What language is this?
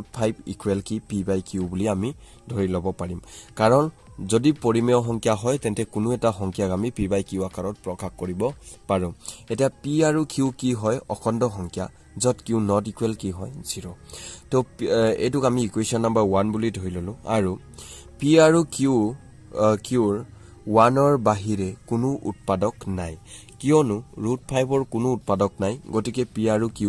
Assamese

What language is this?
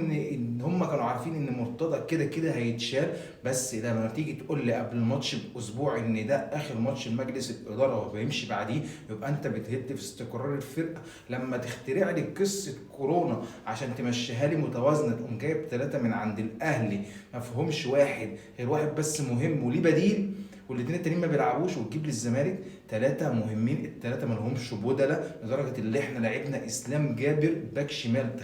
Egyptian Arabic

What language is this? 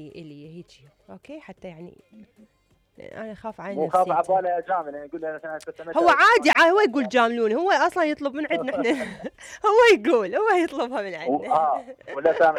Mesopotamian Arabic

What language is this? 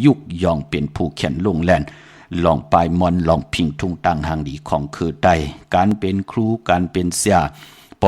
Shan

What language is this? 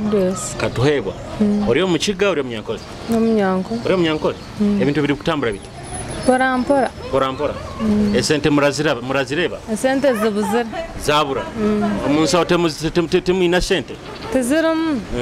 Nyoro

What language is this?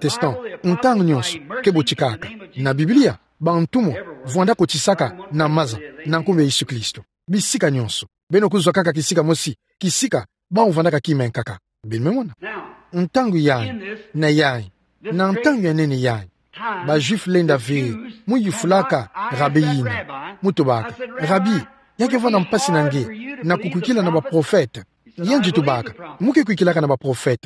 Kituba (Democratic Republic of Congo)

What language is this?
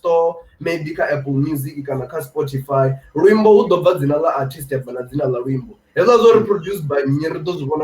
Venda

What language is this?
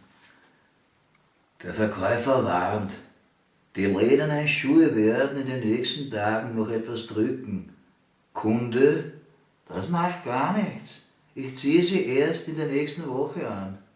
Bavarian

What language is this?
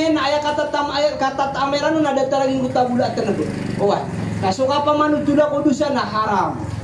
Maranao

